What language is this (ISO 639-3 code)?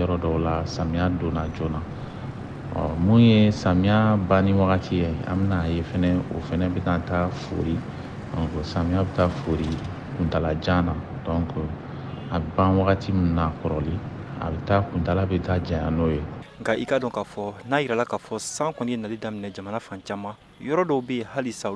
bam